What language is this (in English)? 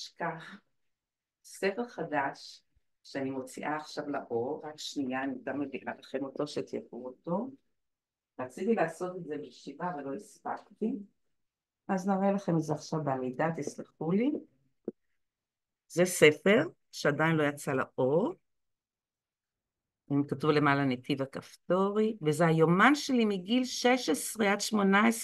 Hebrew